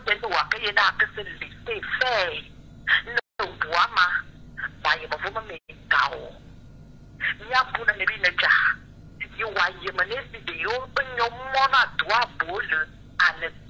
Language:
French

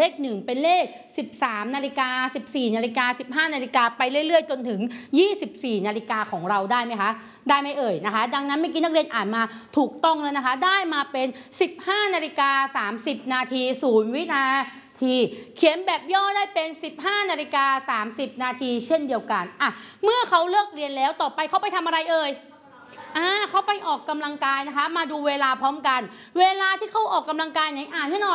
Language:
Thai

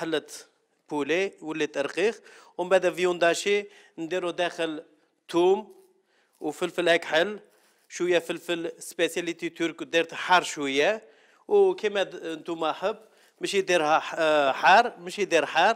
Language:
Algerian Arabic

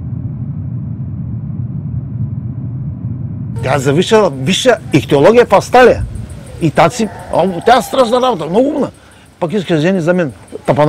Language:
Bulgarian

